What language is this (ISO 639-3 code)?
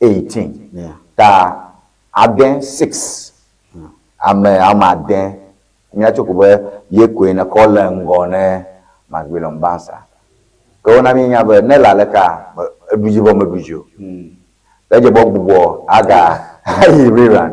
ewe